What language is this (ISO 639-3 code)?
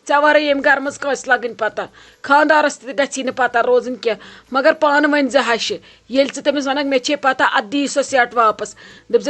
kas